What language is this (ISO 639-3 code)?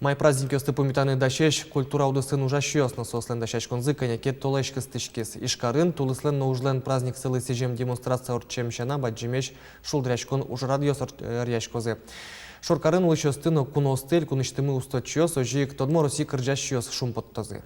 udm